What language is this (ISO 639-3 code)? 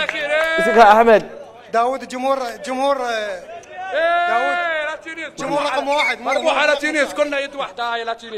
acm